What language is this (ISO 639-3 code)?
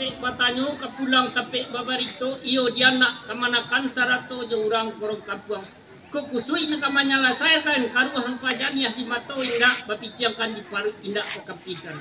min